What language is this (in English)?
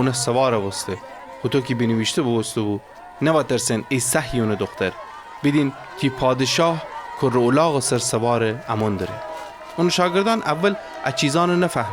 Gilaki